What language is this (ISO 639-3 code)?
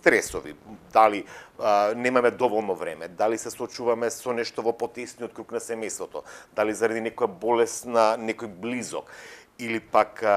mkd